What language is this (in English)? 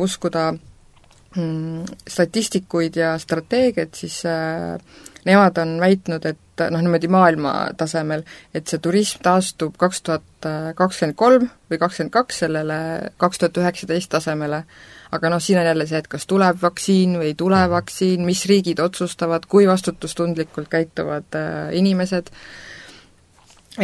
Estonian